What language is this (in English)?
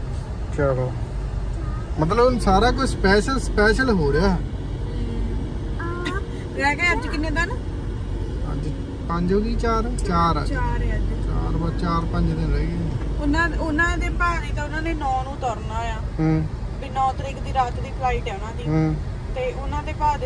Punjabi